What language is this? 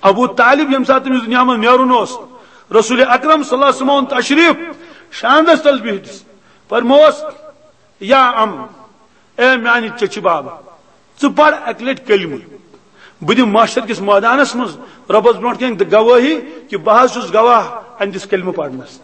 Kashmiri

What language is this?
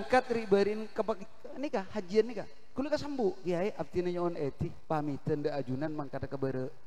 Madurese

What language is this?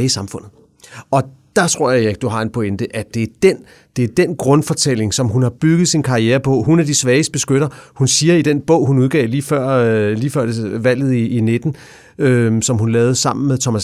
Danish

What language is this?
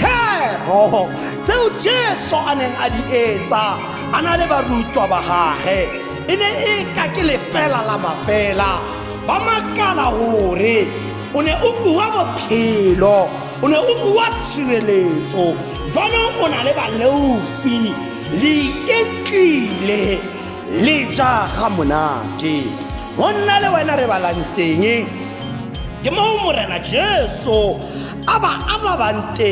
Tswana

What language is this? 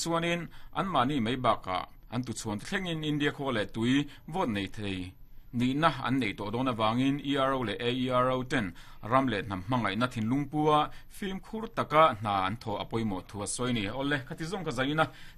Mizo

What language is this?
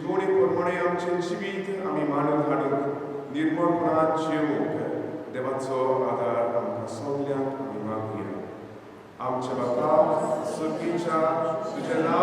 Konkani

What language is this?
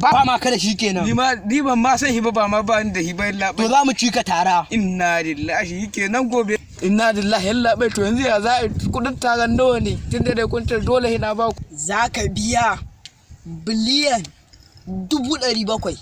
Hausa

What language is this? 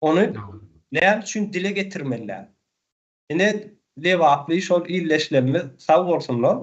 Turkmen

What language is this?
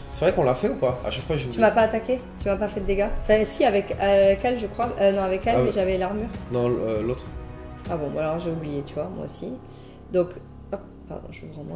French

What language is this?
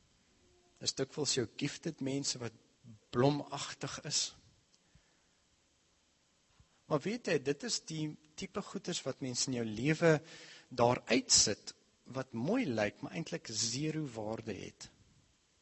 Afrikaans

